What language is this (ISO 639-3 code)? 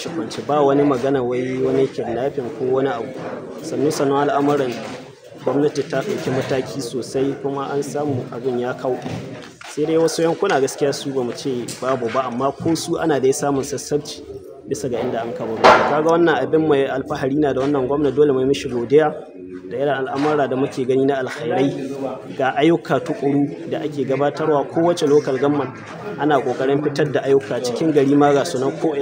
hau